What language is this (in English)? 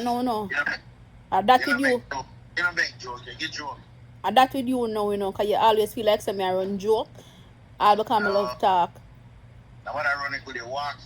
Jamaican Creole English